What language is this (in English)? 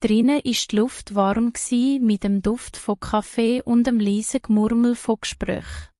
Swiss German